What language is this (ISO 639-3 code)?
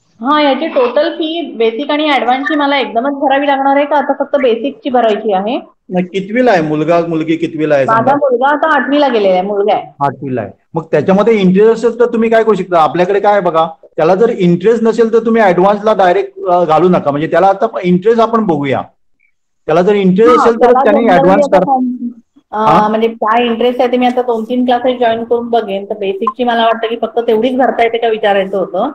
mar